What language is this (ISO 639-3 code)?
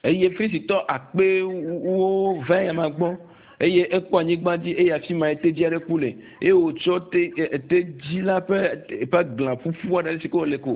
ewe